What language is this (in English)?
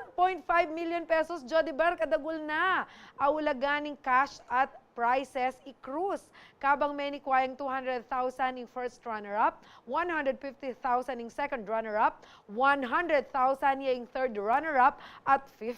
Pampanga